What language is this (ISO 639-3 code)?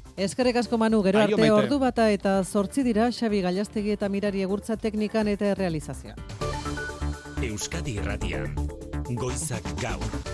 eus